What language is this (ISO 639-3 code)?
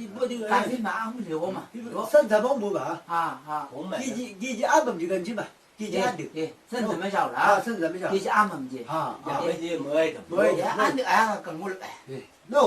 nbc